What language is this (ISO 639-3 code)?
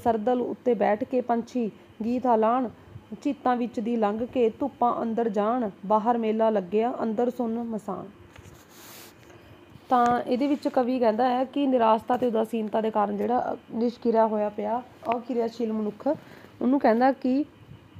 pan